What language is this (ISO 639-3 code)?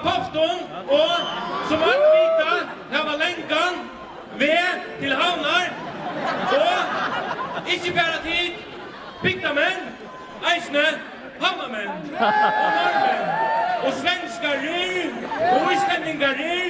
fao